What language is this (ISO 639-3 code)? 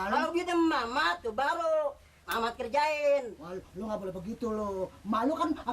bew